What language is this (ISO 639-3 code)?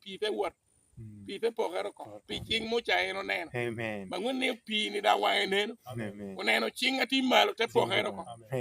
laj